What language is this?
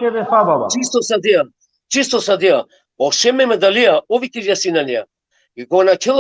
Balkan Romani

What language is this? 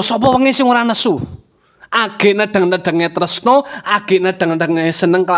Javanese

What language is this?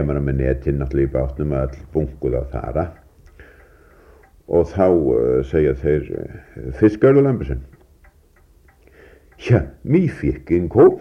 Icelandic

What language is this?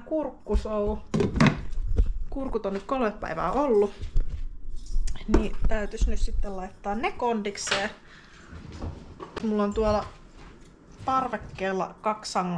Finnish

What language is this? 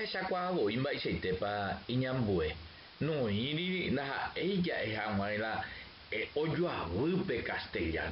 Guarani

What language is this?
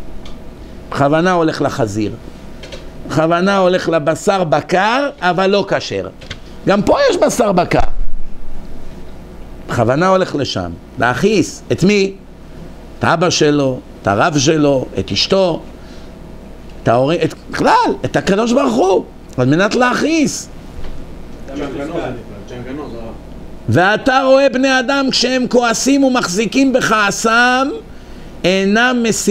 Hebrew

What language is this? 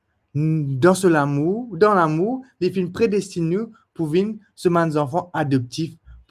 Morisyen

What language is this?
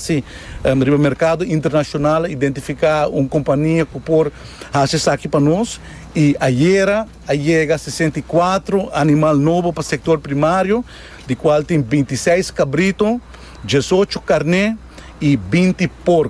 Papiamento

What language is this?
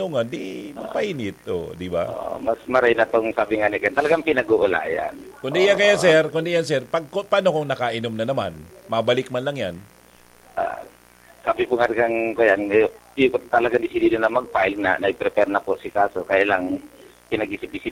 Bikol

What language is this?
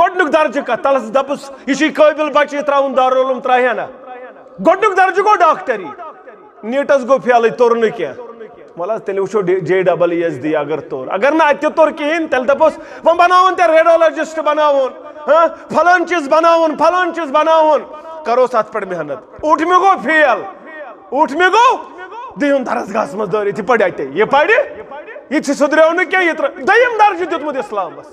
Kashmiri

